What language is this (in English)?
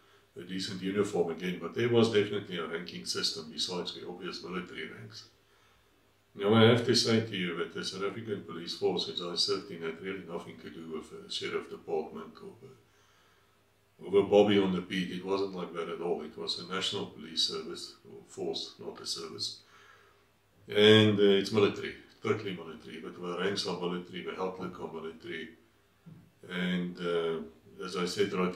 English